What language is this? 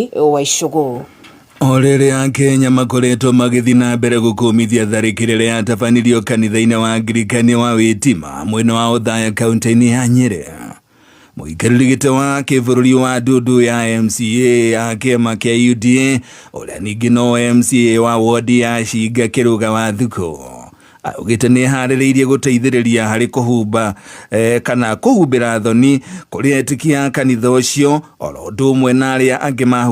Kikuyu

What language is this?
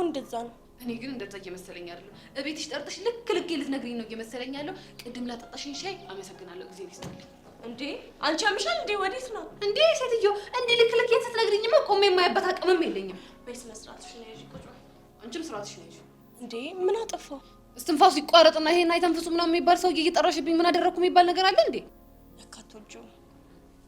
Amharic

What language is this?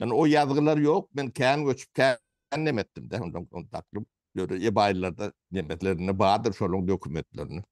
Turkmen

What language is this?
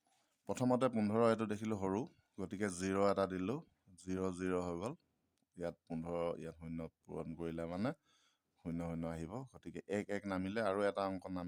Assamese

